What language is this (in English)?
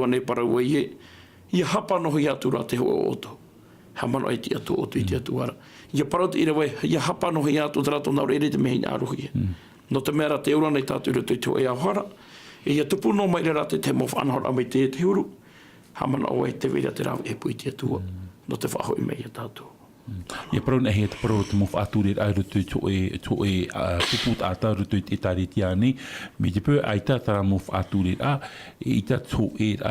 Tahitian